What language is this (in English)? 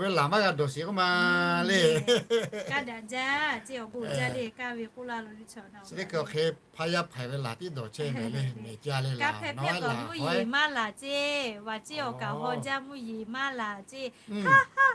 Lahu